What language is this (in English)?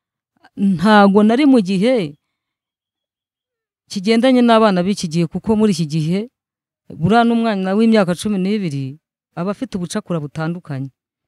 Kinyarwanda